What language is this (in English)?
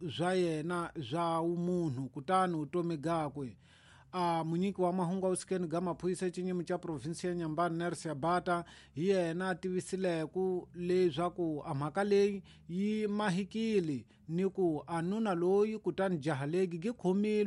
Tsonga